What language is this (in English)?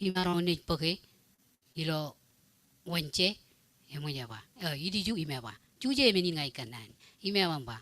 Marshallese